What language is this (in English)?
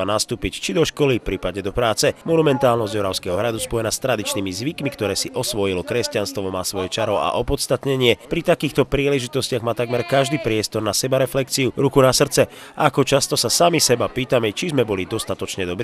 Slovak